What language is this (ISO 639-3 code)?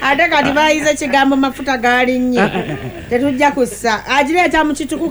lug